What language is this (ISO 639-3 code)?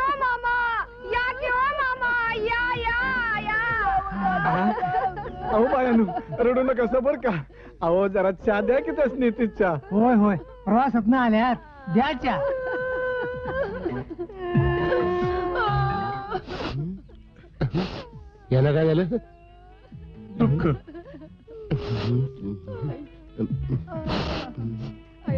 mar